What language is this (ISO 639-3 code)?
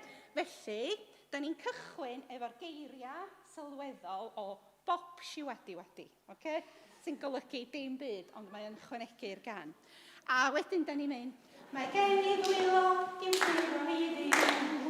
cym